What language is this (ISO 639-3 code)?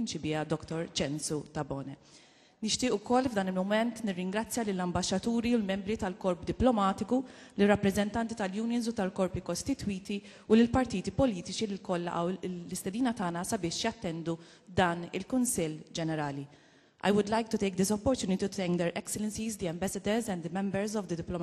mlt